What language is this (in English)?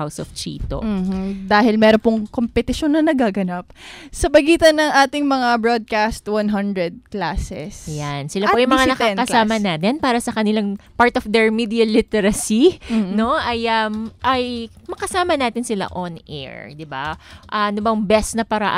Filipino